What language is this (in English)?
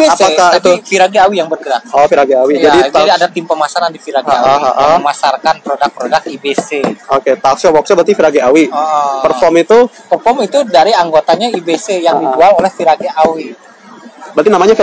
Indonesian